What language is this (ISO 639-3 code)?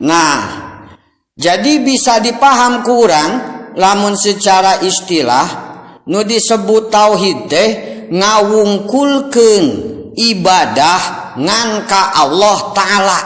sun